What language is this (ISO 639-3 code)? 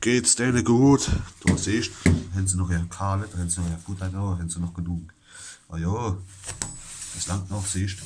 pfl